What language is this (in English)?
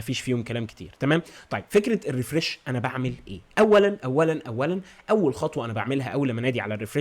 Egyptian Arabic